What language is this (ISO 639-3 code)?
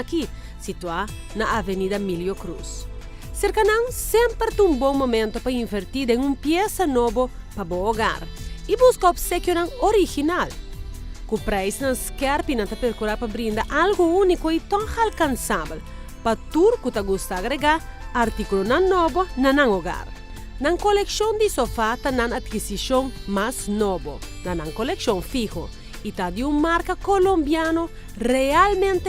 pap